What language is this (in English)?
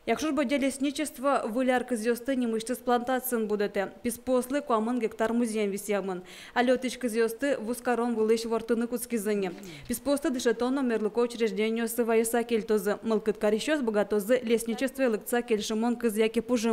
Udmurt